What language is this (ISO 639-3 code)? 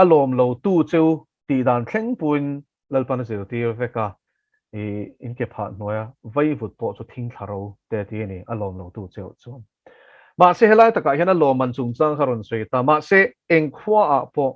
lus